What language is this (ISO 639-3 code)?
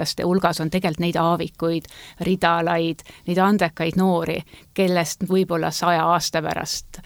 est